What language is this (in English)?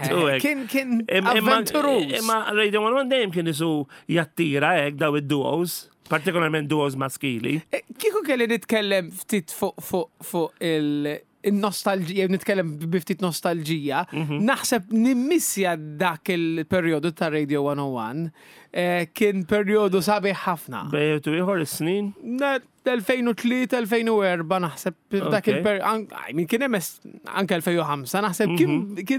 Maltese